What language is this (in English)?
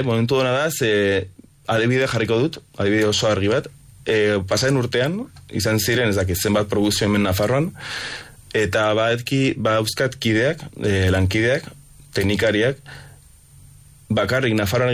Basque